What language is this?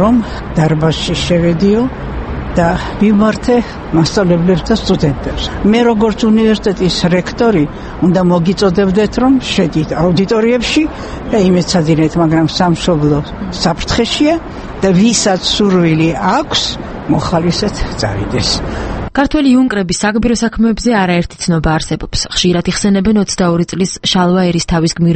Georgian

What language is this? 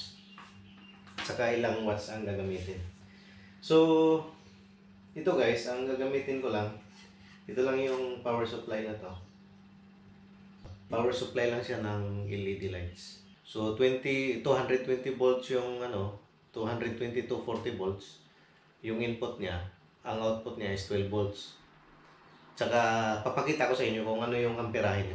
Filipino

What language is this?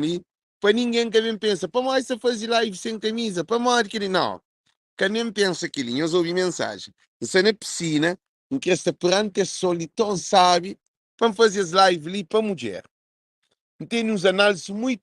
Kabuverdianu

